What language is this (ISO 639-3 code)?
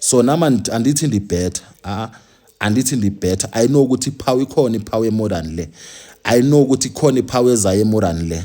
zul